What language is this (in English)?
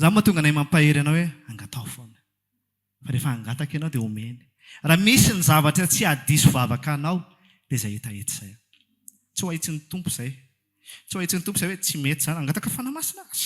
Malagasy